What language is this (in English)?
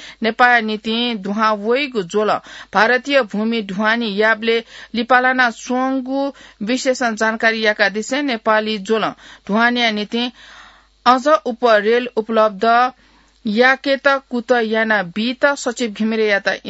Newari